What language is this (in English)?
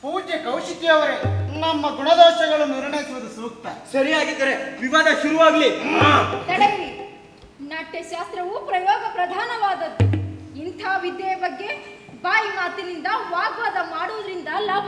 Kannada